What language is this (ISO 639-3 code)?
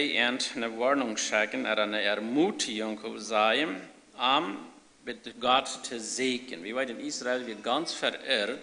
pdt